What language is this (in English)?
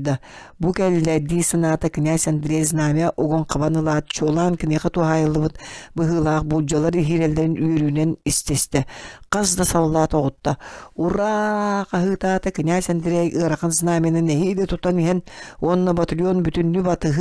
Yakut